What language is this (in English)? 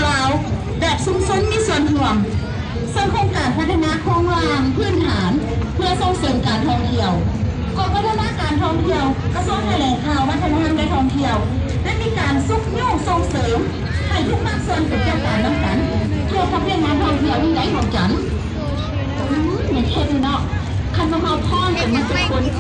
Lao